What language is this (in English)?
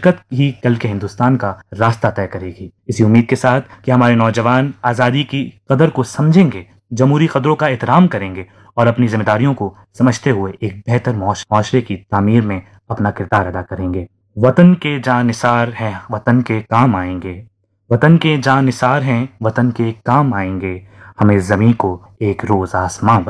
Urdu